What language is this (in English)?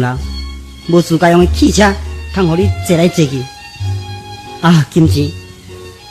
Min Nan Chinese